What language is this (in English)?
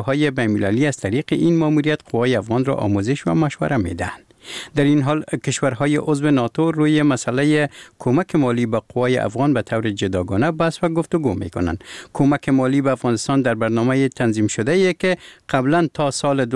Persian